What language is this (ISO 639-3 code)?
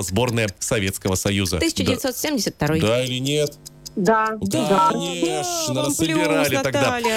rus